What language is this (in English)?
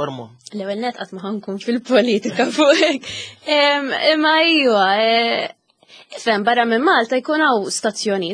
Maltese